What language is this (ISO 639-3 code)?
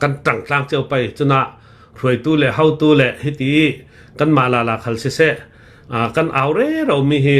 cnh